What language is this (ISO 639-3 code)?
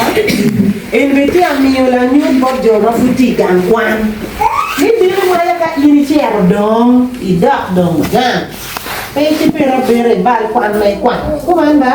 ach